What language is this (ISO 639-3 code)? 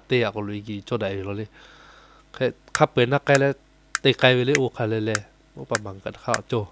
lhu